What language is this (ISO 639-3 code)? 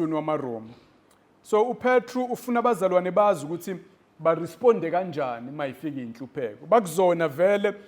zul